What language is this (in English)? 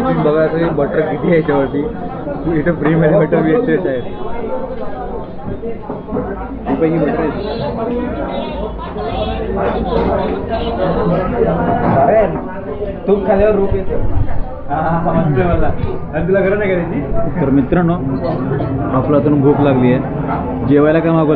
Marathi